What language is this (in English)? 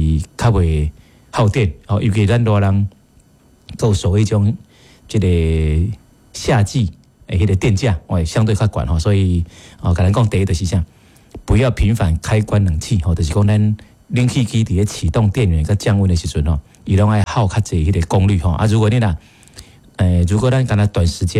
Min Nan Chinese